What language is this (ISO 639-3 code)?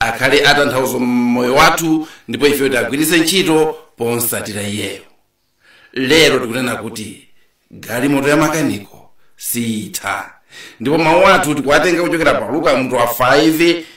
nya